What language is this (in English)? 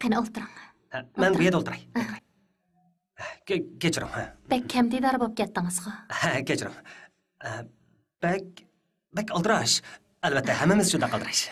Uyghur